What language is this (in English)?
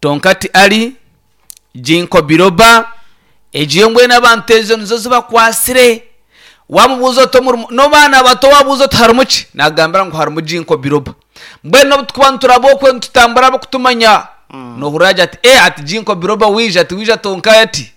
Nyankole